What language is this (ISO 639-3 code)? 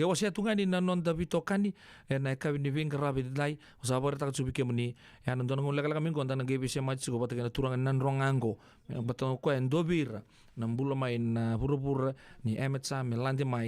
fij